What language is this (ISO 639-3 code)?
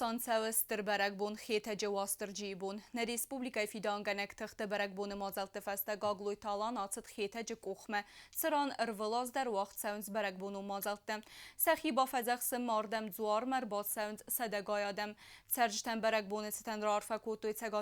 oss